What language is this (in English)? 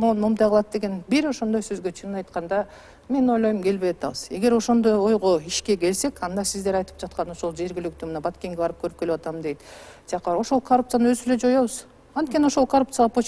Kyrgyz